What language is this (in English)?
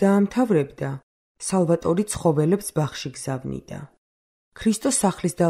Georgian